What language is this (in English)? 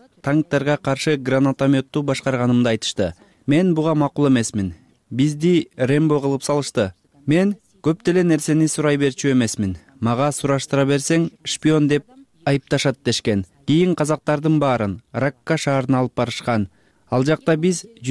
Kyrgyz